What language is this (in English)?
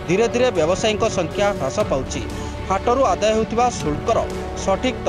Odia